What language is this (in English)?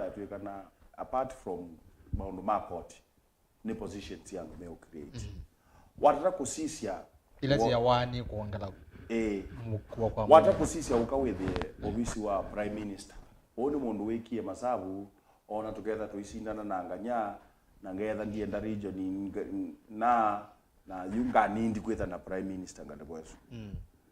Kamba